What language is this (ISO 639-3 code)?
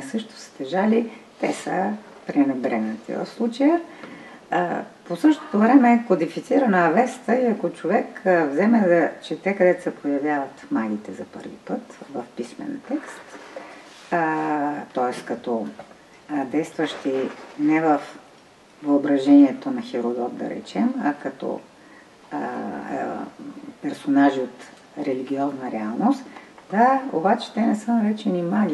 bul